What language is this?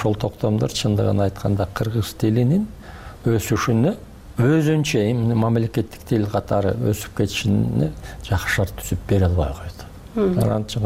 Kyrgyz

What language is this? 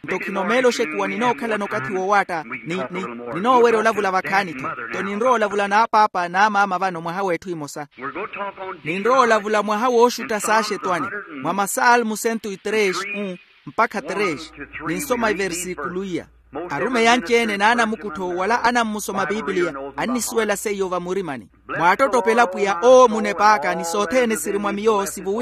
Makhuwa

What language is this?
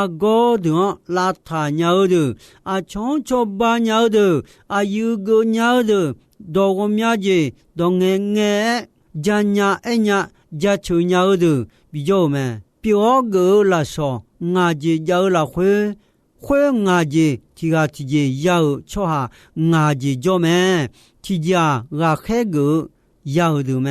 Akha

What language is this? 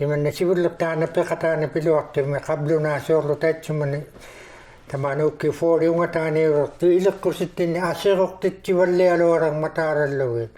Inuktitut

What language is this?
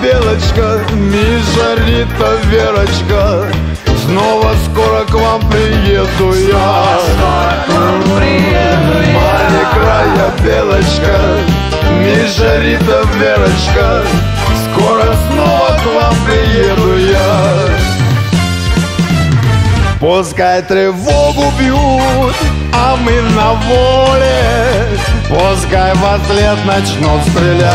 Russian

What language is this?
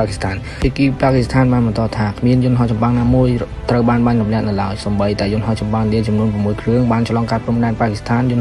Khmer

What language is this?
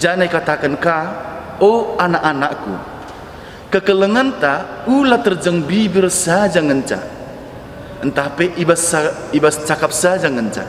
Batak Karo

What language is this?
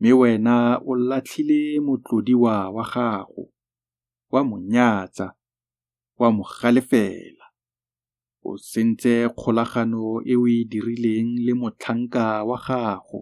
Tswana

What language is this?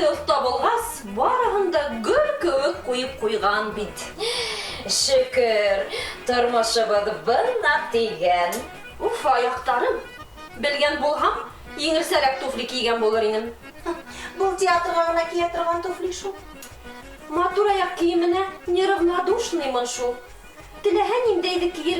Bashkir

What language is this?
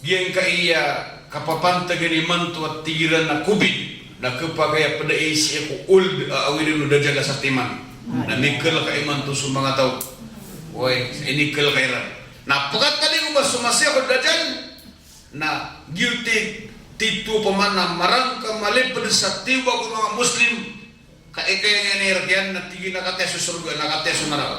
Maranao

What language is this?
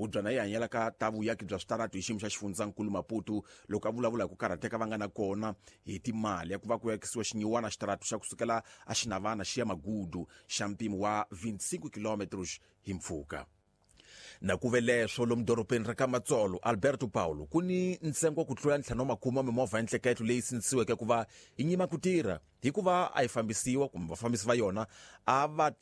Tsonga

